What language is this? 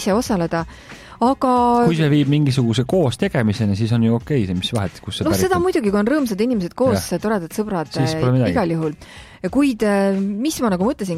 Estonian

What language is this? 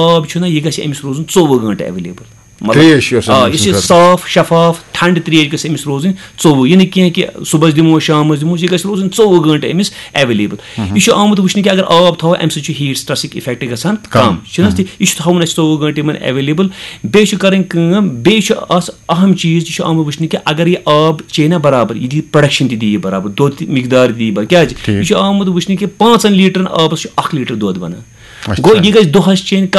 Kashmiri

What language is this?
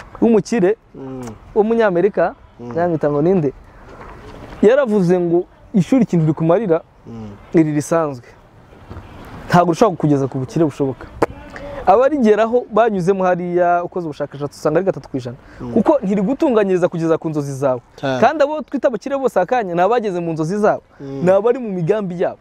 Kinyarwanda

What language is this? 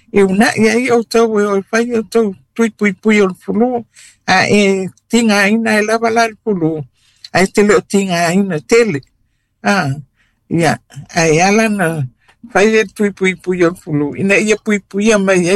Samoan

